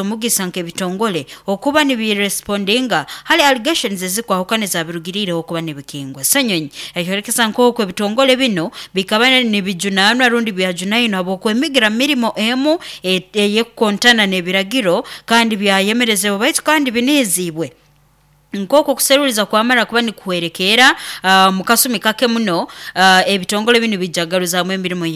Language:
Nyoro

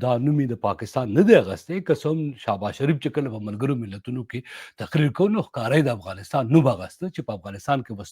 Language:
Pashto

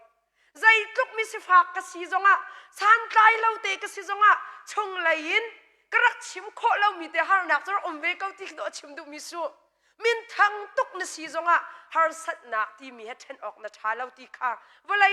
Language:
Hakha Chin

